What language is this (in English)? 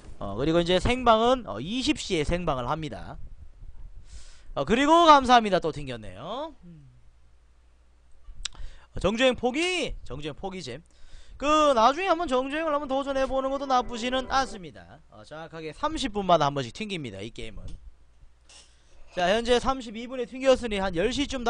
Korean